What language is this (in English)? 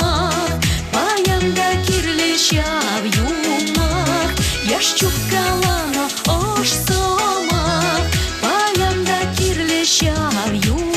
Chuvash